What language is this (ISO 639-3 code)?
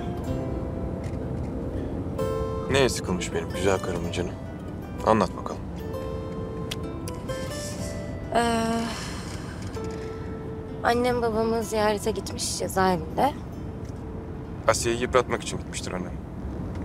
tur